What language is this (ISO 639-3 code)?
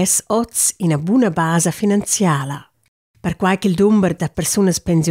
roh